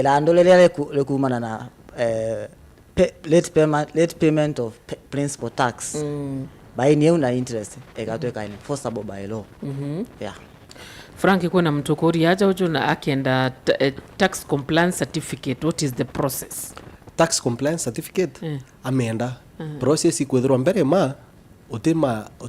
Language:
Meru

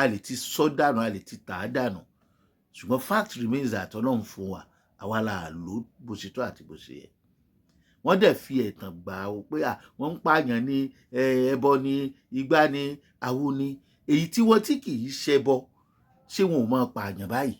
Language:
Yoruba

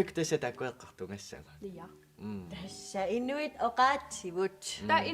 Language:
Kalaallisut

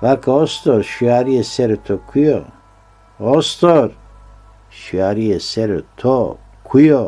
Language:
Zaza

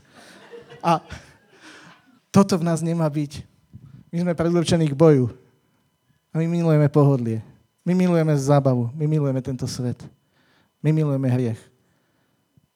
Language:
Slovak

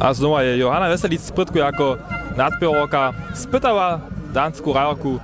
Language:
Upper Sorbian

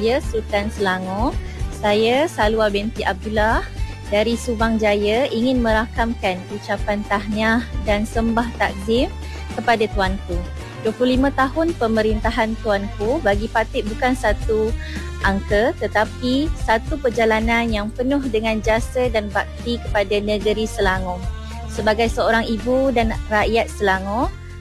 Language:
Malay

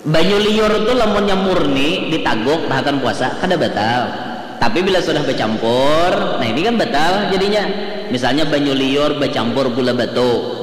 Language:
Banjar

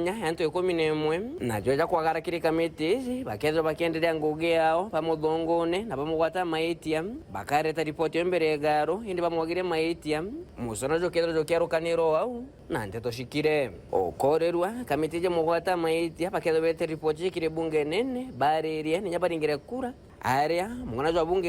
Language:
Meru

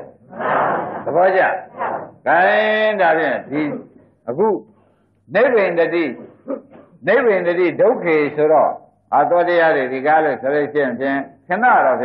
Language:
Burmese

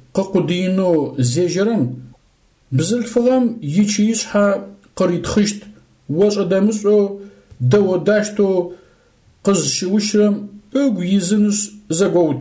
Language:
Adyghe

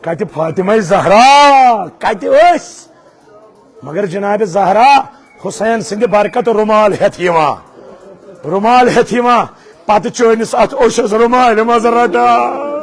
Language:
Kashmiri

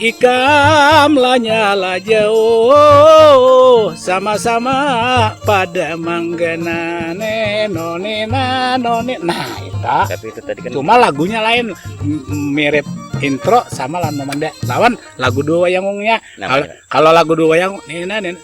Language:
Banjar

